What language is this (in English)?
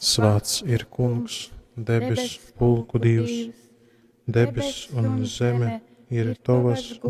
Latgalian